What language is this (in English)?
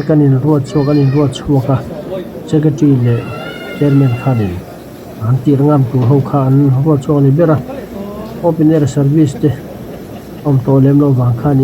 Mizo